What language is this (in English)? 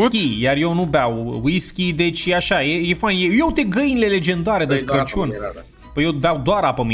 Romanian